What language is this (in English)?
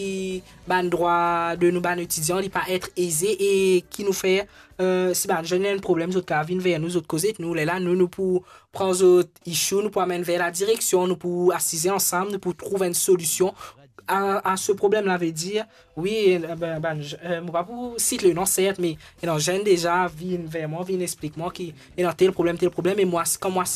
Morisyen